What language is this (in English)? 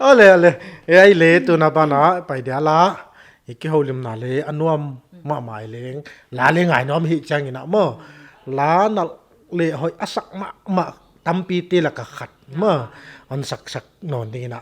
Paite Chin